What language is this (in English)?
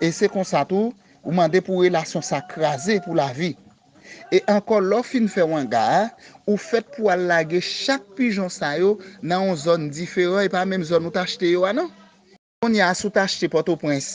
Haitian Creole